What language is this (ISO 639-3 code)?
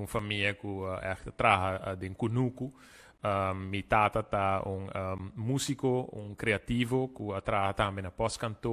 pap